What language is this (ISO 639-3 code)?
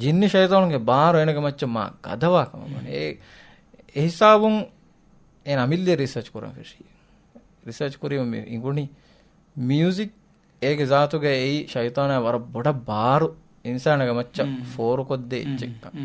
div